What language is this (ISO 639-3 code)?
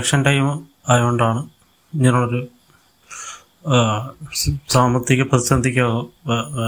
mal